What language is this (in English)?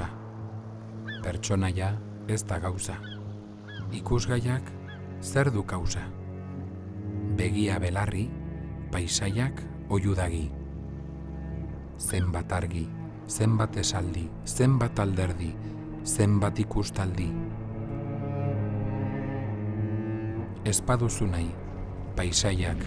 Basque